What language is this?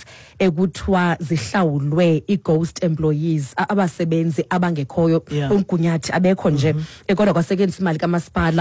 Xhosa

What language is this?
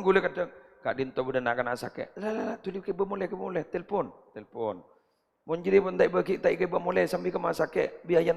Madurese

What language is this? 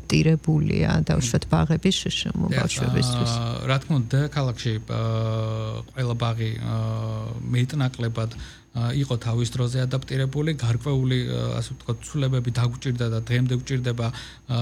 Georgian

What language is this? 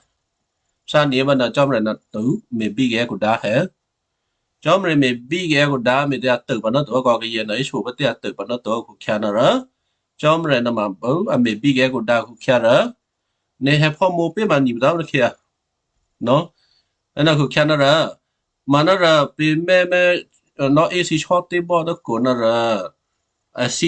Western Kayah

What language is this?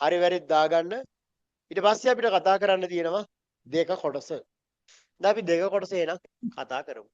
Sinhala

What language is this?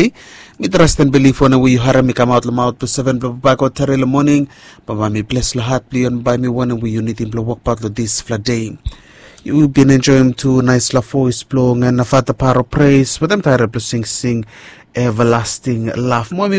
Bislama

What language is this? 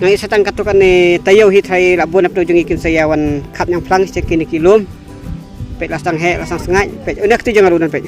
Khasi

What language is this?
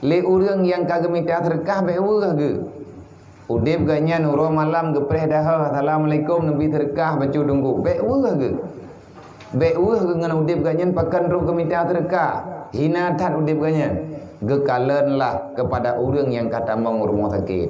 Achinese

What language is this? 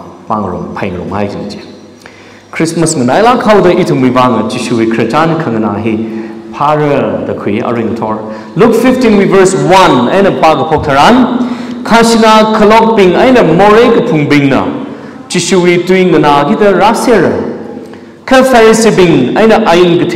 Tangkhul Naga (India)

